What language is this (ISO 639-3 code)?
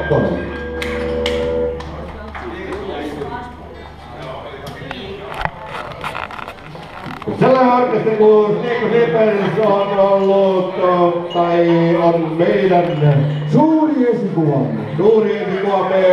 fin